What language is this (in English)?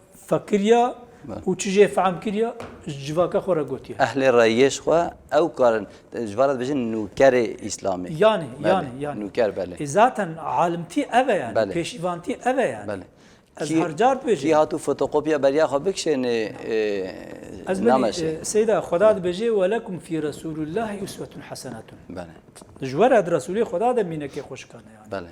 Kurdish